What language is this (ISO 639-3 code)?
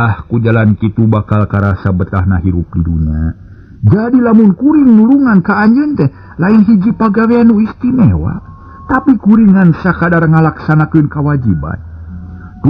sun